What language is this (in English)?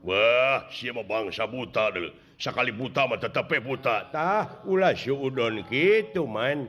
Sundanese